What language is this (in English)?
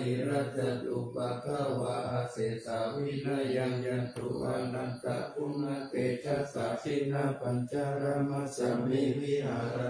Pali